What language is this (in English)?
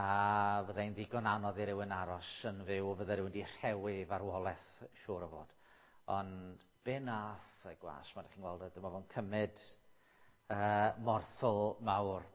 Welsh